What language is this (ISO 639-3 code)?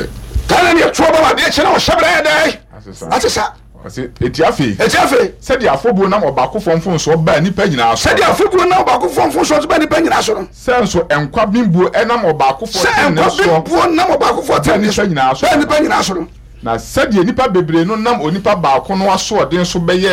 aka